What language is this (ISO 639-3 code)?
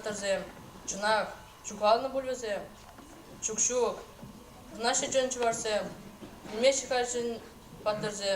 chv